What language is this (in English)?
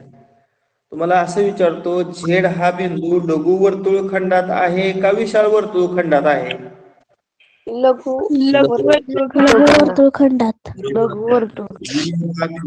Marathi